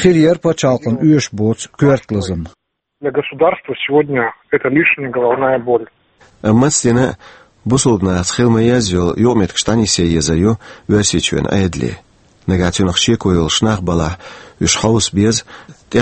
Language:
Chechen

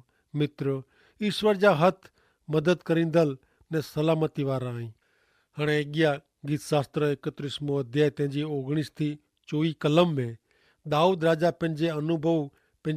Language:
Kachhi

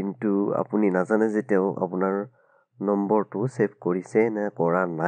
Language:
Assamese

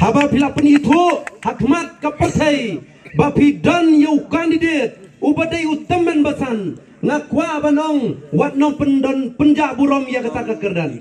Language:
Khasi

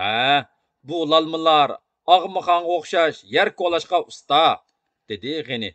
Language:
Uyghur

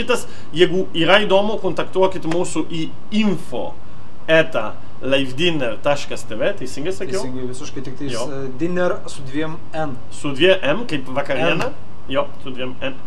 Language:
Lithuanian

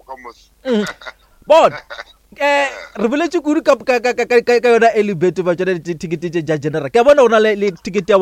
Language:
Northern Sotho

